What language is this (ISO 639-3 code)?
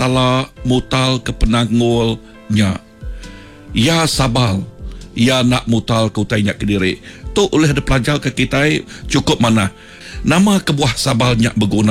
iba